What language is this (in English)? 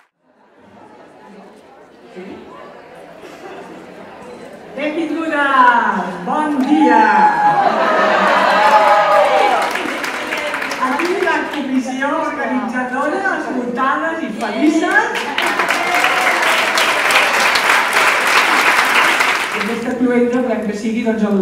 Catalan